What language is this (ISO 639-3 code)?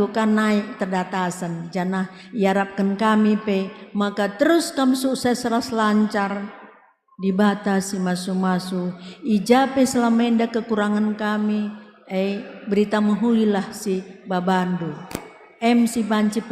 btx